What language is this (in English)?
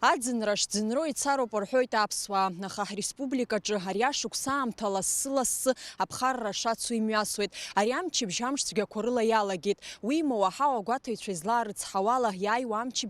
Abkhazian